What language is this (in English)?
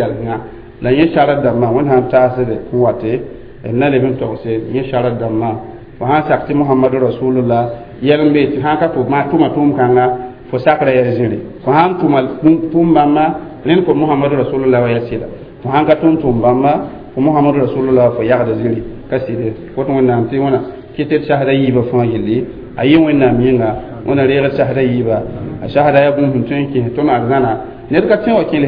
Mossi